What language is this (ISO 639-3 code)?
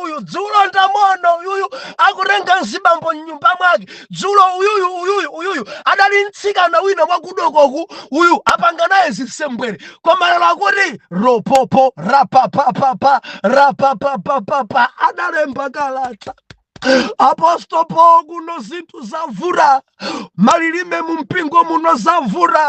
nya